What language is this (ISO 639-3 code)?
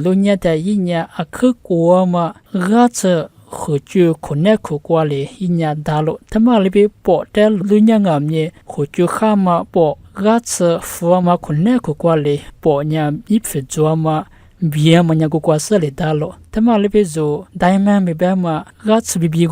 lis